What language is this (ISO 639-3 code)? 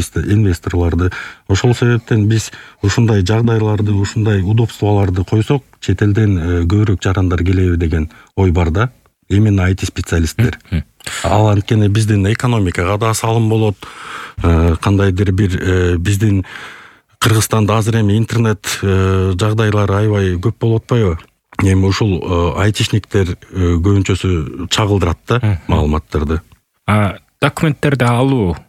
kir